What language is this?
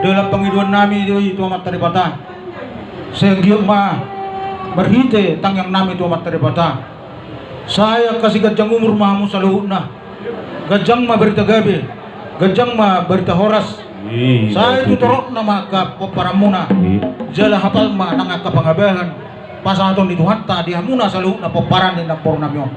Batak Toba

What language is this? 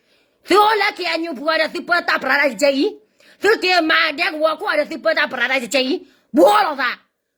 S'gaw Karen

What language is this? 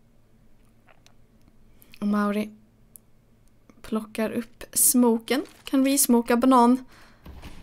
Swedish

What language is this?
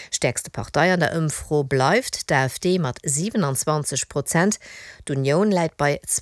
Luxembourgish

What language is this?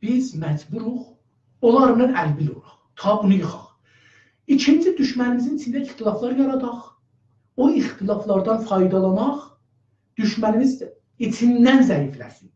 South Azerbaijani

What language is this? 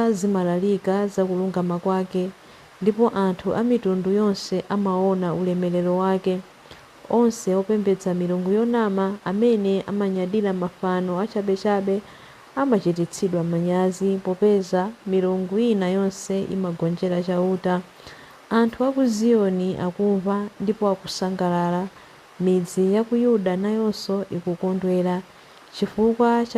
Nyanja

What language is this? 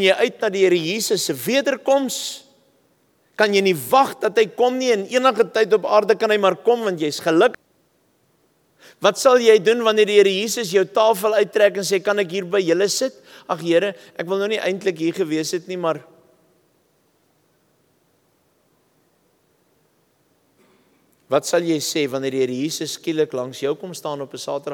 Afrikaans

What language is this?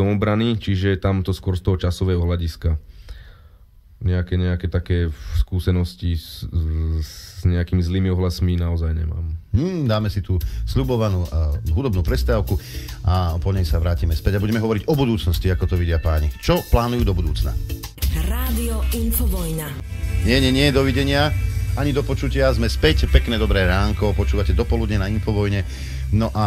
Slovak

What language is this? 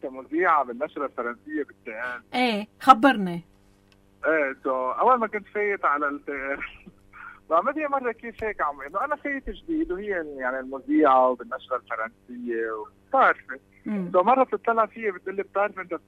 North Levantine Arabic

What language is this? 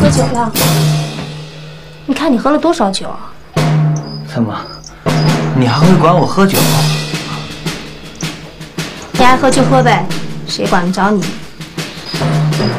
Chinese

